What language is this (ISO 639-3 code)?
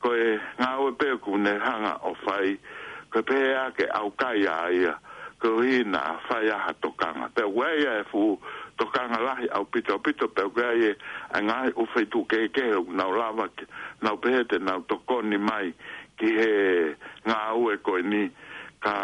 ton